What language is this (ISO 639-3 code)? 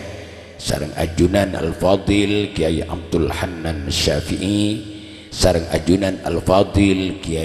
mad